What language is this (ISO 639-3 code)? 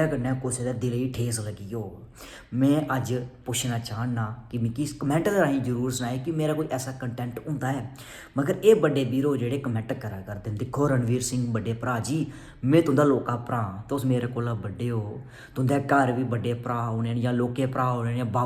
doi